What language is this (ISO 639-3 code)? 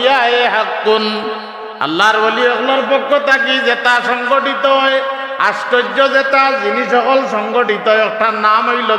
syl